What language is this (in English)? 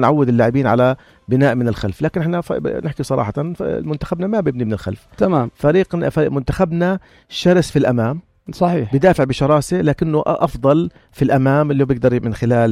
North Levantine Arabic